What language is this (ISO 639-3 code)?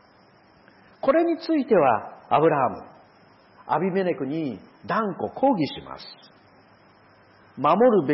jpn